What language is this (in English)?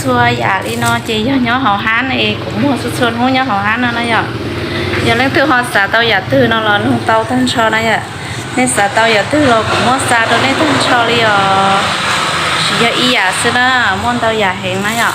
Hmong